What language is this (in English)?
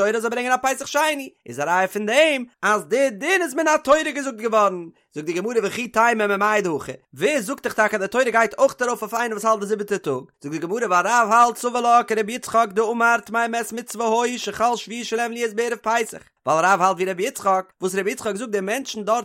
Yiddish